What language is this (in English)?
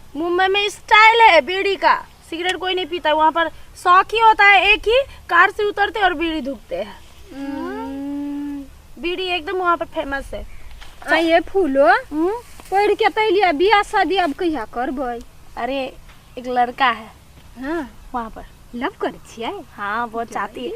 Maithili